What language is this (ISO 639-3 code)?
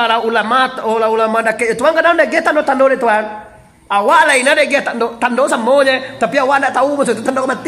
min